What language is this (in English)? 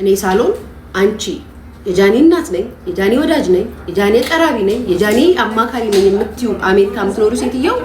Amharic